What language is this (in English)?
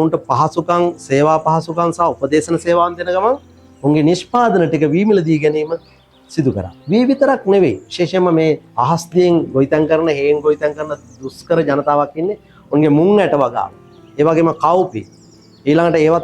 Sinhala